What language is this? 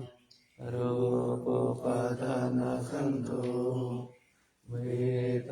Pali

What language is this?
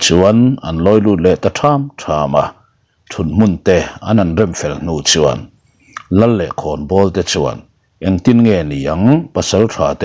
Mizo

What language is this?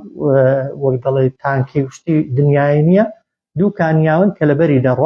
Central Kurdish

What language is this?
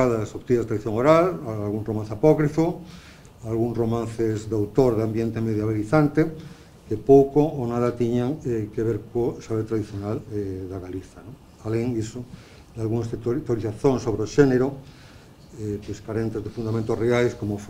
Galician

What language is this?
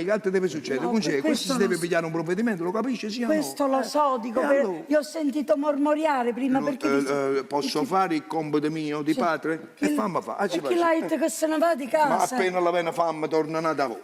Neapolitan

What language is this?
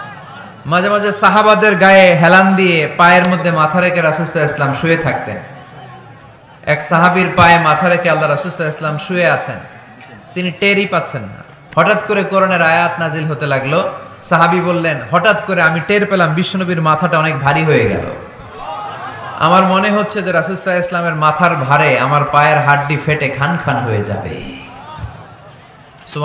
Bangla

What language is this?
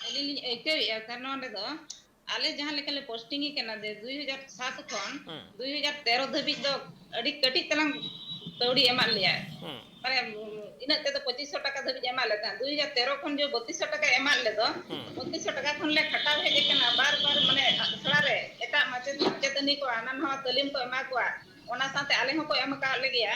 Santali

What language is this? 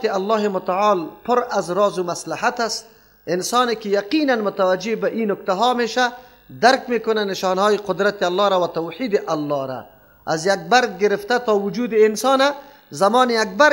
Persian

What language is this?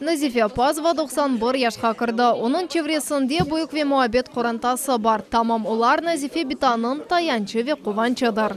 Crimean Tatar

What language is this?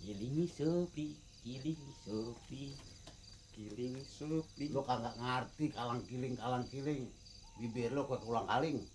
Betawi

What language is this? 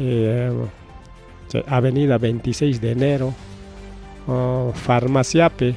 Ayacucho Quechua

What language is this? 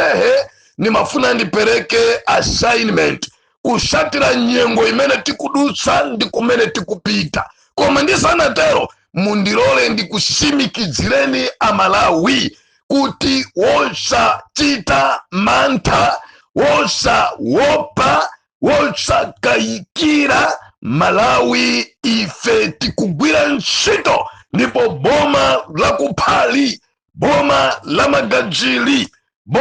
Nyanja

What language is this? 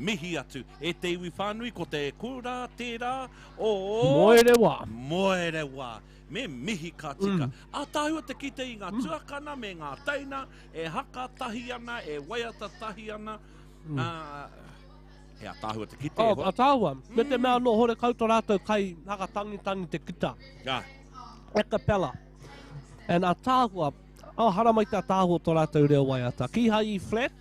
Māori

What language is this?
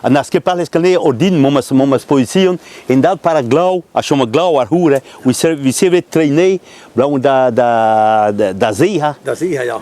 Breton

